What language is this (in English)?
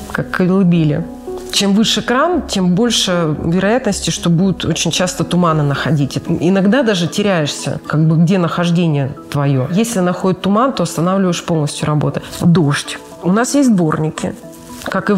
Russian